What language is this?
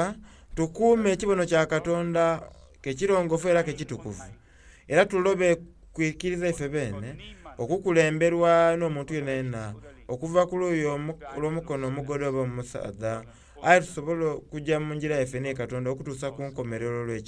Soga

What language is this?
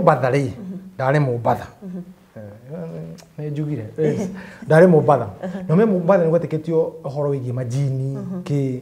Kikuyu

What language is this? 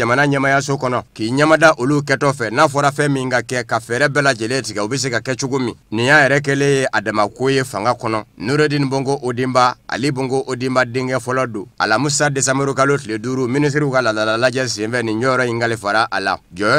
Bambara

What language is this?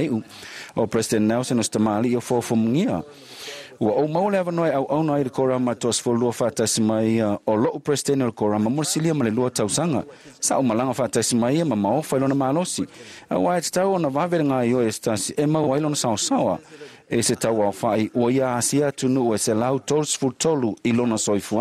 Samoan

